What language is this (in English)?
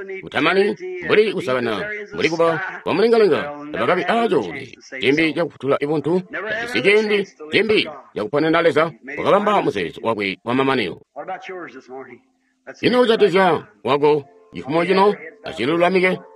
Tonga (Zambia)